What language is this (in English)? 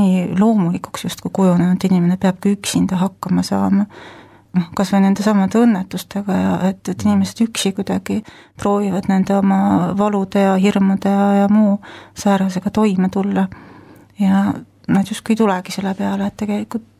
Estonian